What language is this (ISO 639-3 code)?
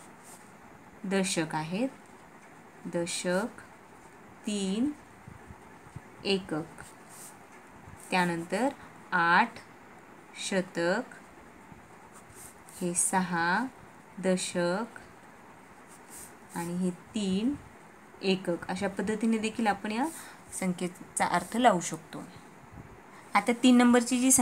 mar